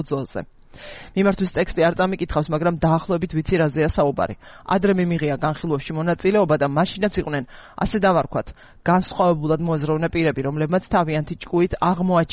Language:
Georgian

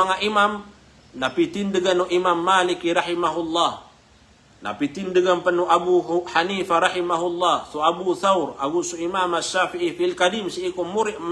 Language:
Maranao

